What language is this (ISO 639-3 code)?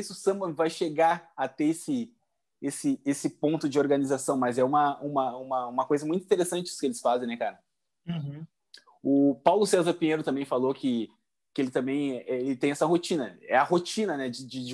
por